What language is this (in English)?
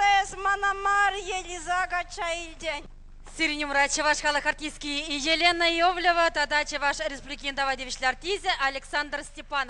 Chuvash